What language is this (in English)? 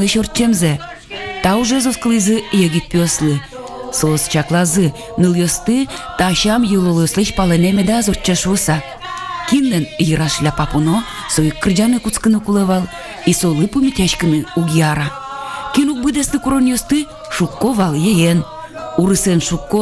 Udmurt